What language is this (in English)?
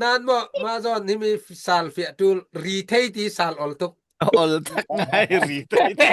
Falam Chin